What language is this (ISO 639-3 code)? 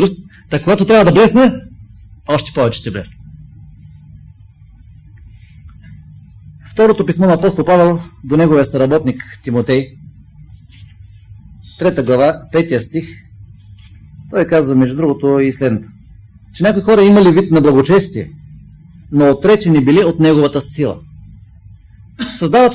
bul